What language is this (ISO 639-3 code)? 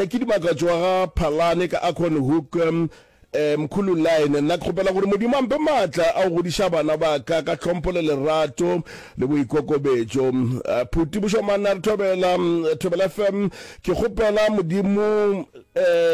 nso